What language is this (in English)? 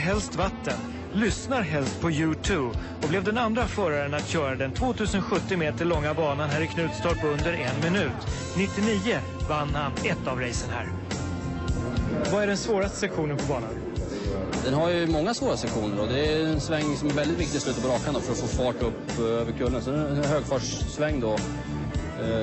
Swedish